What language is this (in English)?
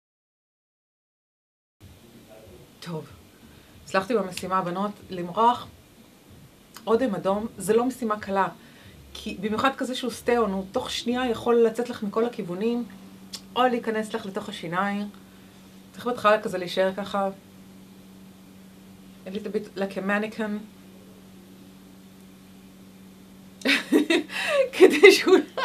Hebrew